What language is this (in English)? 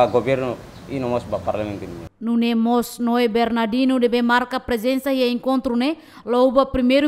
Tetum